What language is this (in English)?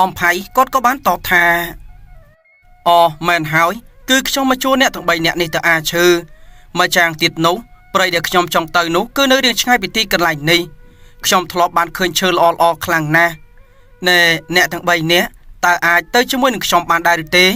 Khmer